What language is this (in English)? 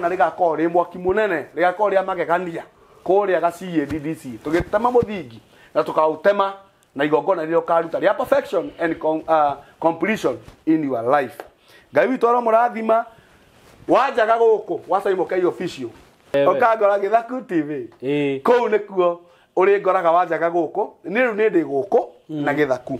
Kikuyu